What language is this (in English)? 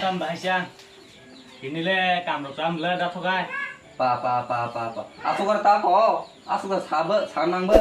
Kok Borok